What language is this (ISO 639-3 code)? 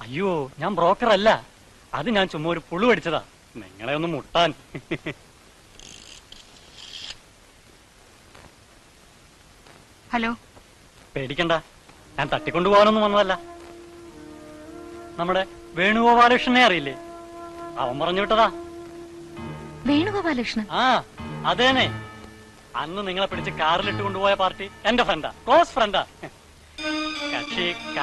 mal